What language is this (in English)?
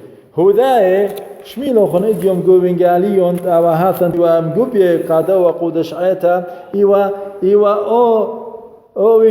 Assyrian Neo-Aramaic